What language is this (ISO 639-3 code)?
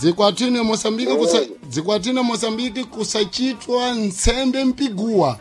seh